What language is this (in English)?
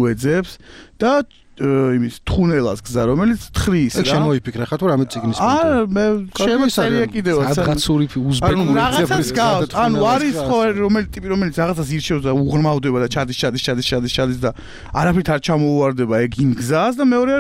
Georgian